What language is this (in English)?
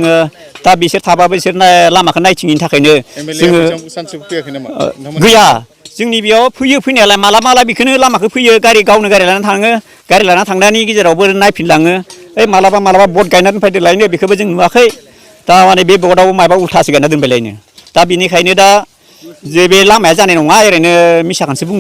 Bodo